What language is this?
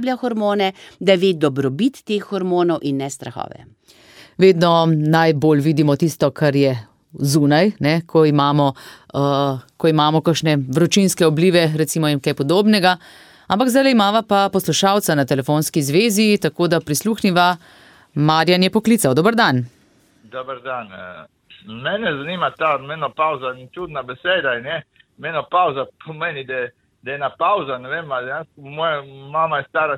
Slovenian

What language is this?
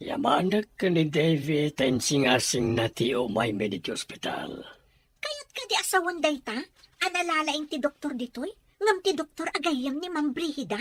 Iloko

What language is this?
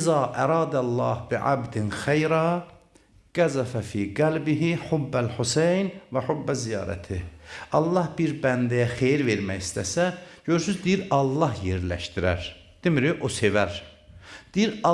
Azerbaijani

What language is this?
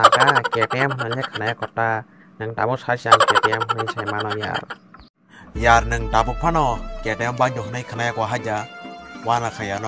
Kok Borok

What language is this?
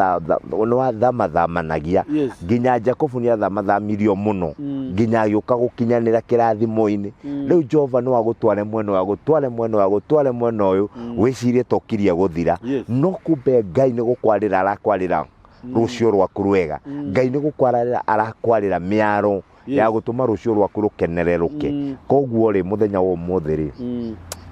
Kikuyu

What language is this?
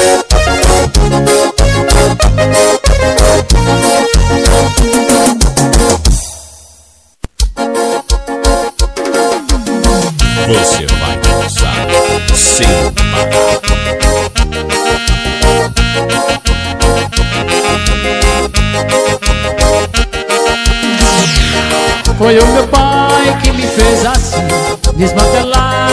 Portuguese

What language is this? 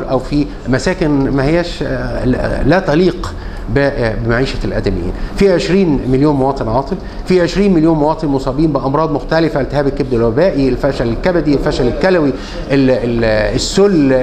Egyptian Arabic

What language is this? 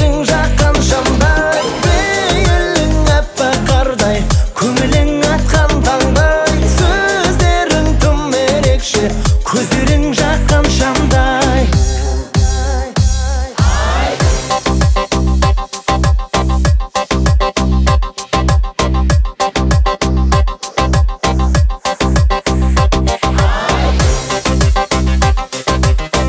Kazakh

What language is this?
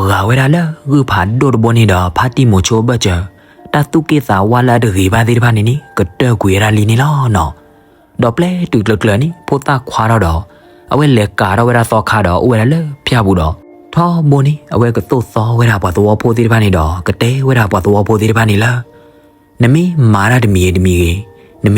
S'gaw Karen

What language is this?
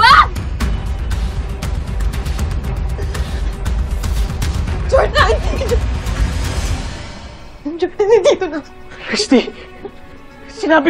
Filipino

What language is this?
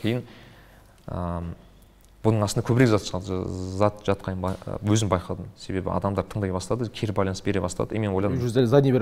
Kazakh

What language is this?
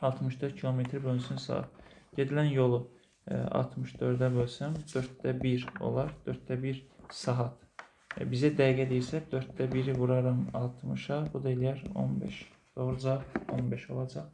Azerbaijani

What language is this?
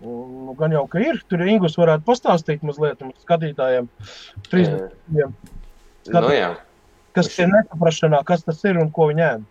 Latvian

